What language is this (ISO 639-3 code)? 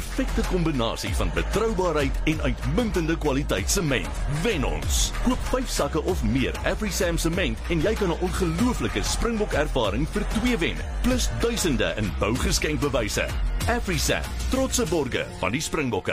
afr